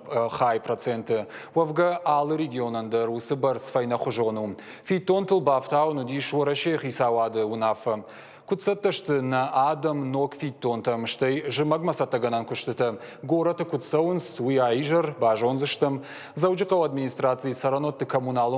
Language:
Ossetic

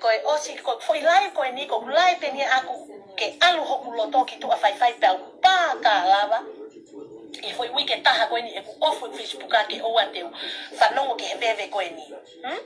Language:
Tongan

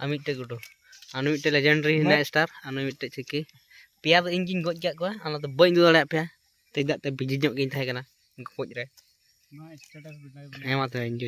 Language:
Santali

